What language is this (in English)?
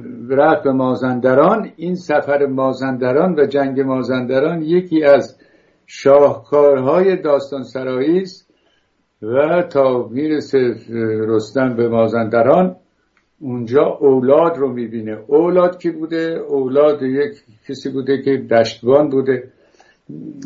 Persian